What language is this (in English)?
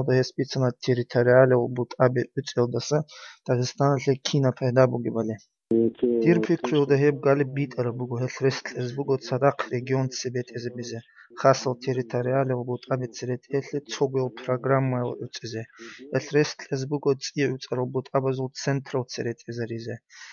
Avaric